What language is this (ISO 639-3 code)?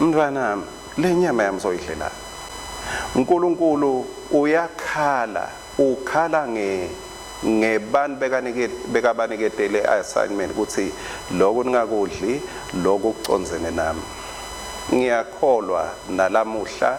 ssw